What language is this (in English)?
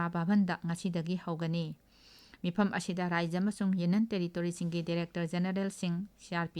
Manipuri